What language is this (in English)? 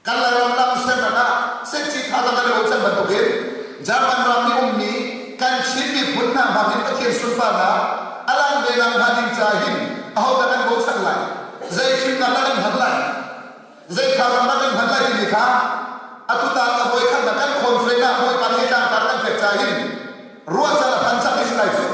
Hakha Chin